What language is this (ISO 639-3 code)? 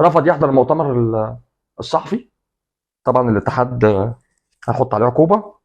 arz